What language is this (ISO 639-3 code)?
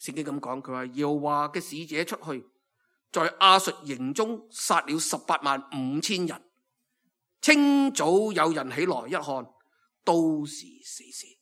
yue